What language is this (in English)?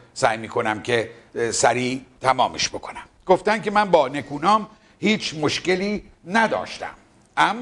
Persian